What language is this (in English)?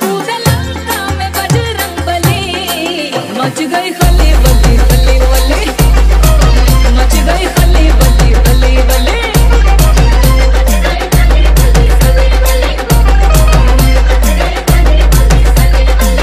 Chhattisgarhi